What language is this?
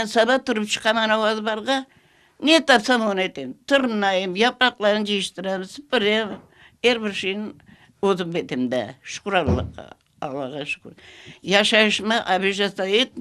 Crimean Tatar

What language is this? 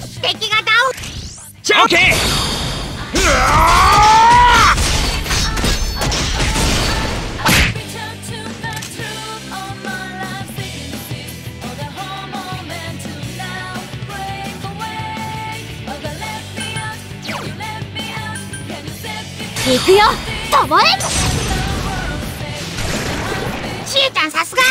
Japanese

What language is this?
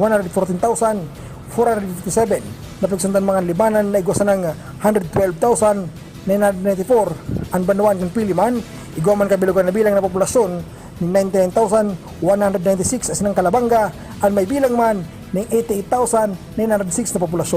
Bikol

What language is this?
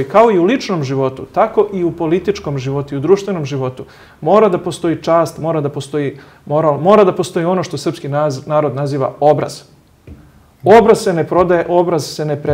Serbian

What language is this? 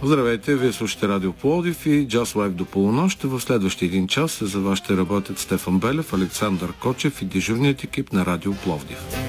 Bulgarian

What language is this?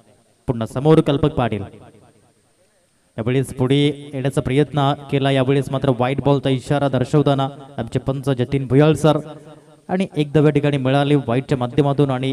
Marathi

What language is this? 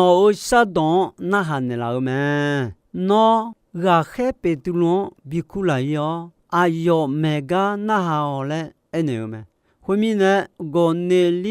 Akha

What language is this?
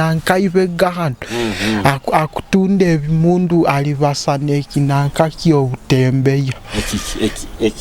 Nyoro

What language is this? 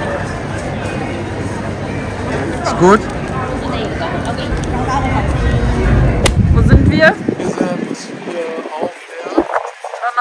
German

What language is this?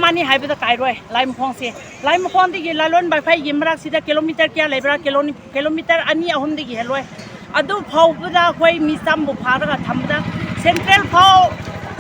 Manipuri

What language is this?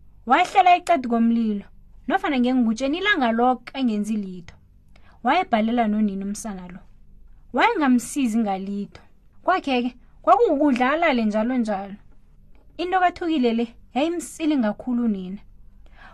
South Ndebele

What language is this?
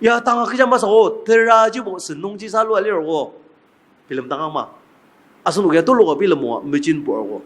Ao Naga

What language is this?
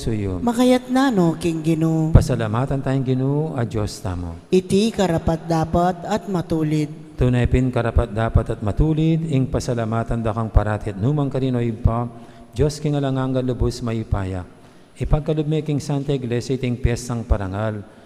Pampanga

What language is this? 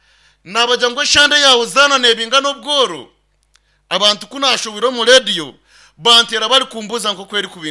Nyankole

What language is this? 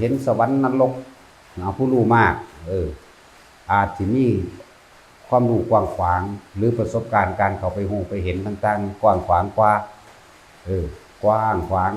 Lao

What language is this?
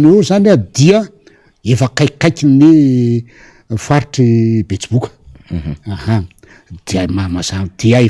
Malagasy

